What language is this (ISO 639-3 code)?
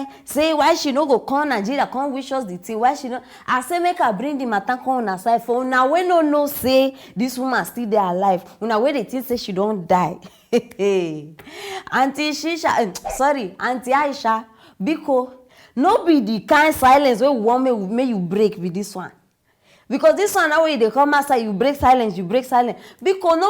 pcm